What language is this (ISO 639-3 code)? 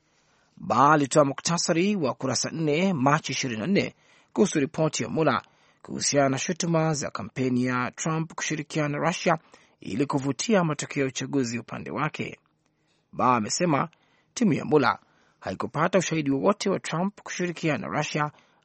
swa